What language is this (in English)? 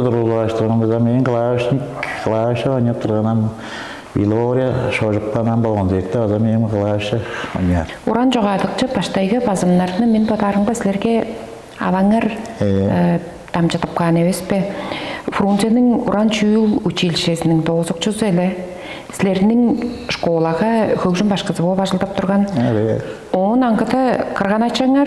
Tuvinian